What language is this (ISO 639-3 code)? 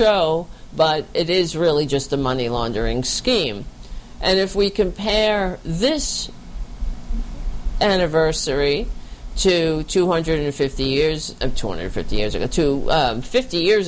eng